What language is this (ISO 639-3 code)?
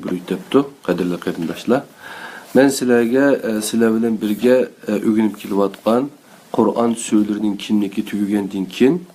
uig